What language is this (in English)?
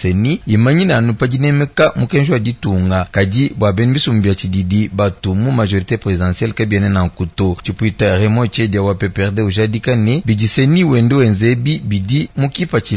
Luba-Lulua